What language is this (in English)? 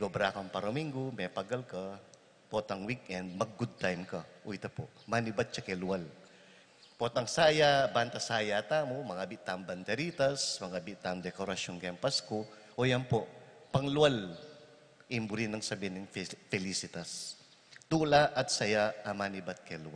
Pampanga